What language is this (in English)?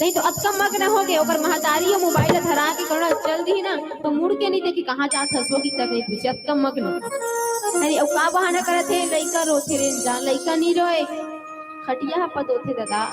Chhattisgarhi